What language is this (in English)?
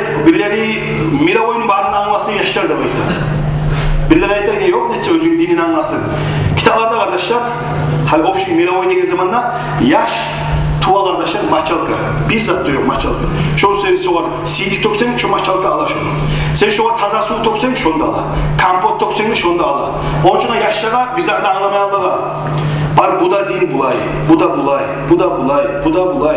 Kumyk